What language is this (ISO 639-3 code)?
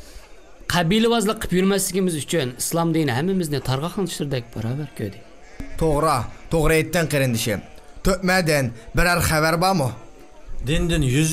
uig